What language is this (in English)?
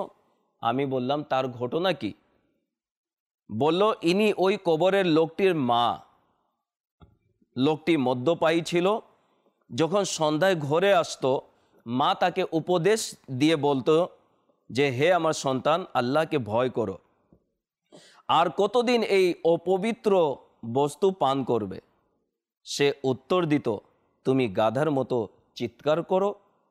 Bangla